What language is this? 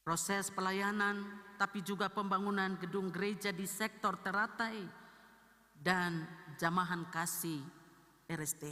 Ambonese Malay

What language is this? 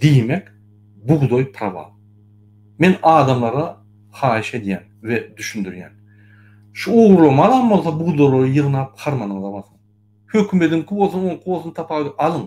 Turkmen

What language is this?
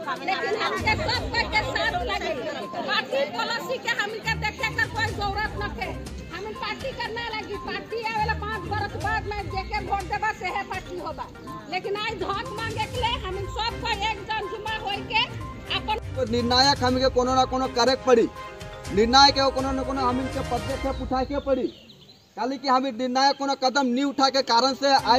Sadri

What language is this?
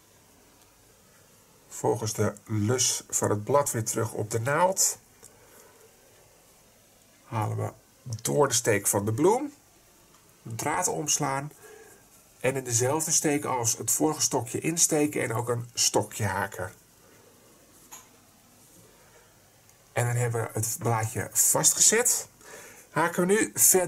Dutch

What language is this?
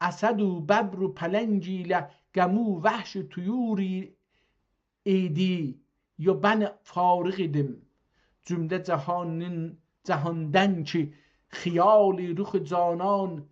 South Azerbaijani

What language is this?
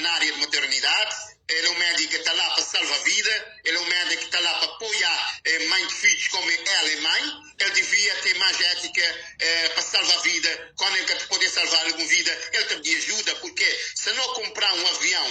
Kabuverdianu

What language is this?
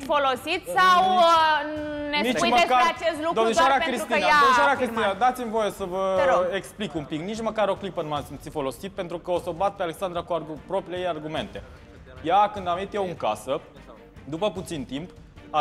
Romanian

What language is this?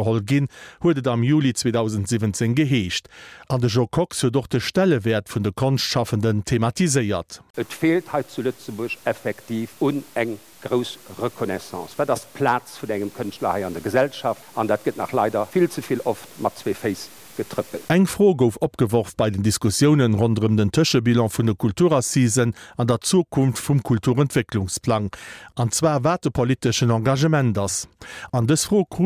Luxembourgish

